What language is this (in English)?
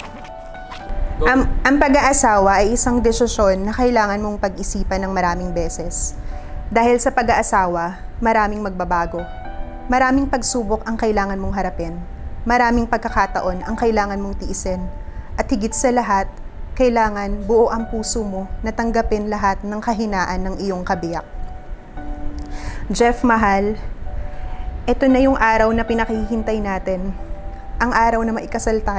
Filipino